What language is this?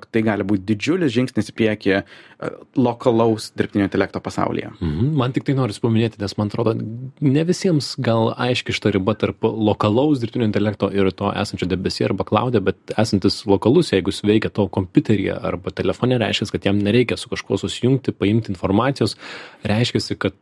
Lithuanian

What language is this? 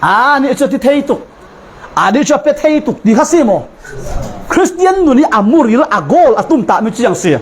Falam Chin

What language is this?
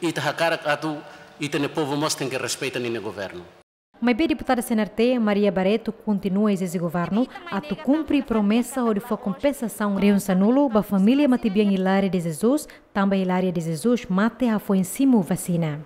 Tetum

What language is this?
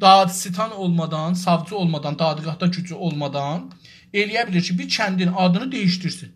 South Azerbaijani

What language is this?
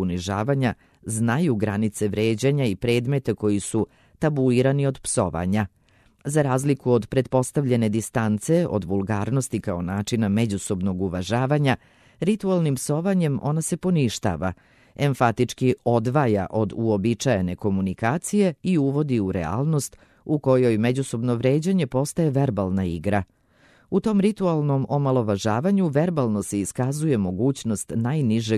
Serbian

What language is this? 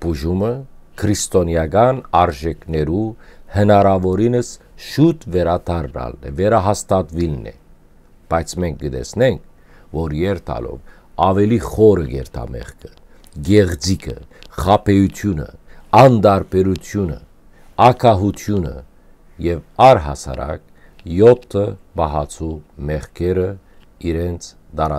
Western Armenian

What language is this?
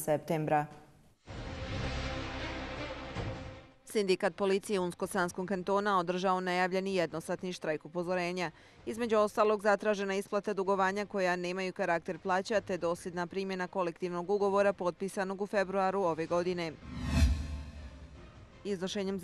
Bosnian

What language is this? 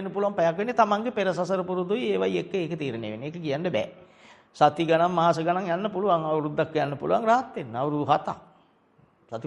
Sinhala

